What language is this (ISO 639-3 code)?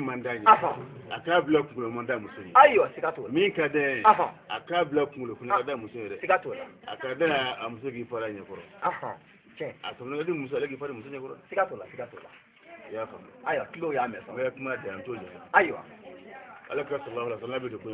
bam